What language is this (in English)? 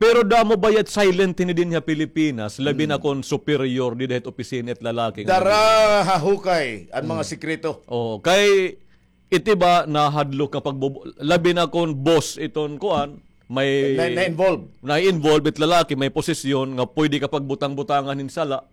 Waray